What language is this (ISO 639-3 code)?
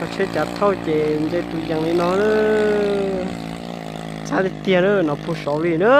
hmn